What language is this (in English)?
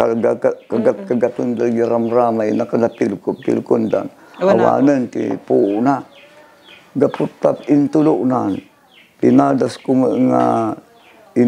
Iloko